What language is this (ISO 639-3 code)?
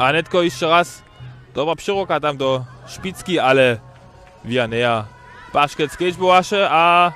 hsb